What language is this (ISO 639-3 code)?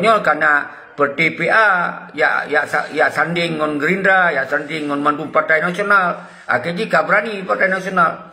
ace